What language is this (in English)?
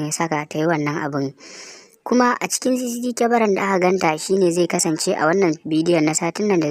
Hausa